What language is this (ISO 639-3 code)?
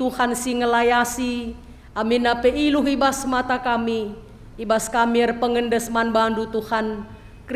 btx